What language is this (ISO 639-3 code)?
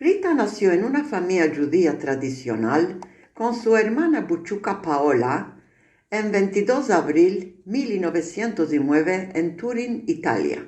lad